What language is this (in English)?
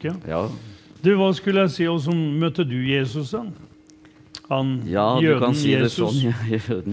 Norwegian